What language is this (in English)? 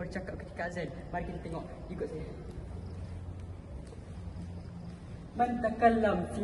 Malay